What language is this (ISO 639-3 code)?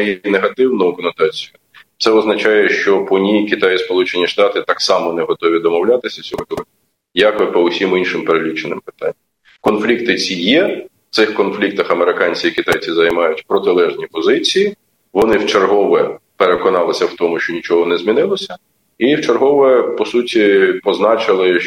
ukr